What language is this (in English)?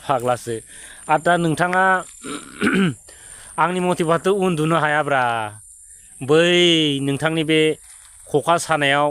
Bodo